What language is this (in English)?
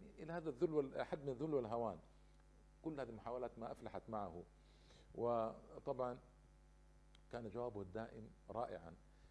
Arabic